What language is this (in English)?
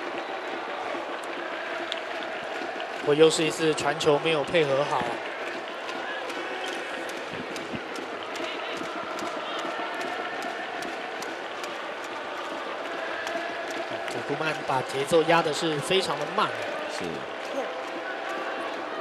Chinese